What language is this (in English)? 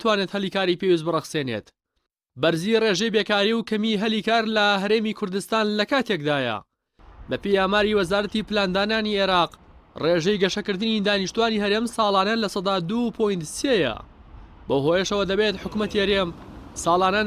Central Kurdish